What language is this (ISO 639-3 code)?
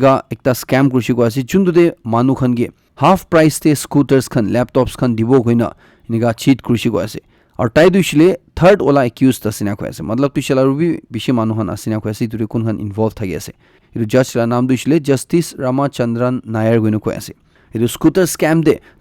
nag